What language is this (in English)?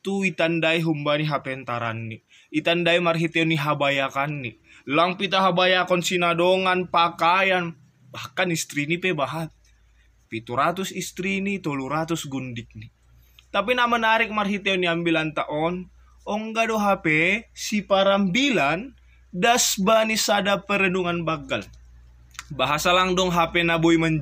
Batak Simalungun